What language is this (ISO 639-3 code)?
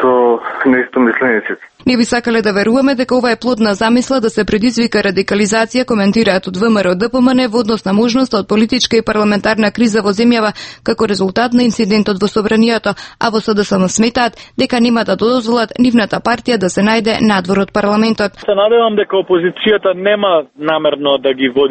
mkd